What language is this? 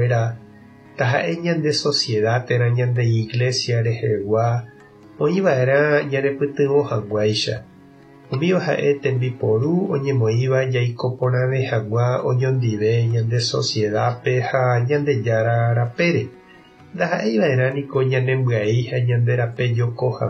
Guarani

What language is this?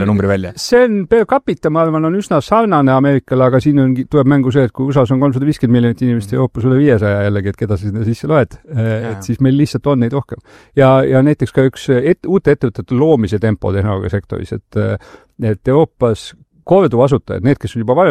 Estonian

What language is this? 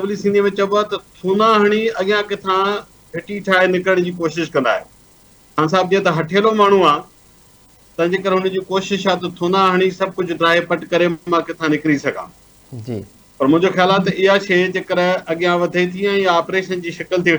Sindhi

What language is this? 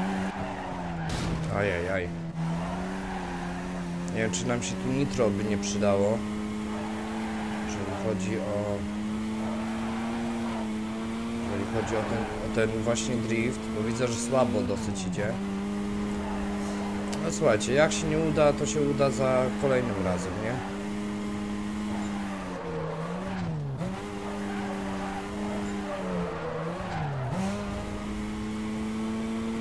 Polish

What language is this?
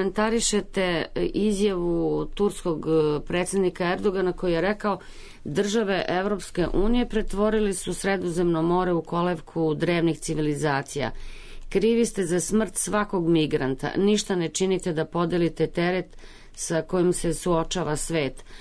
Serbian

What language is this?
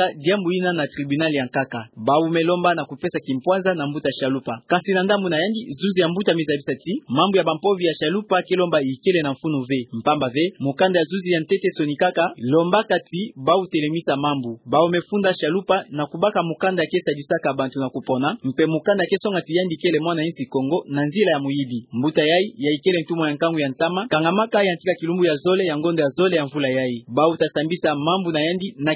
Kituba (Democratic Republic of Congo)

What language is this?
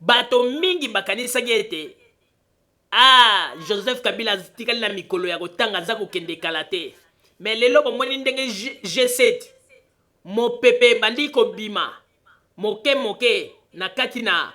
Lingala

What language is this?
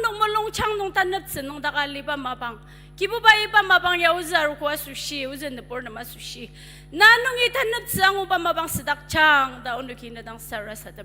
Ao Naga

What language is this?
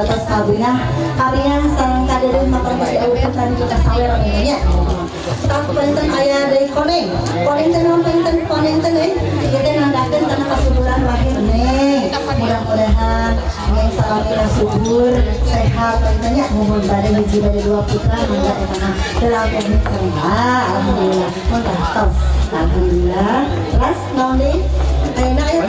Sundanese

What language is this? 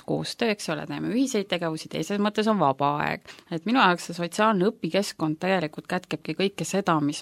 Estonian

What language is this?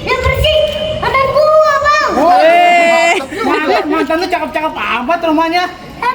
Betawi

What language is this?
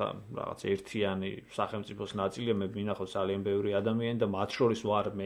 Georgian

